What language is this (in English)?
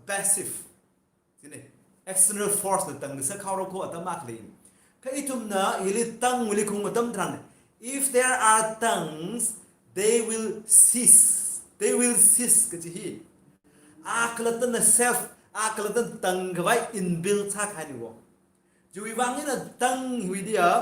Tangkhul Naga (India)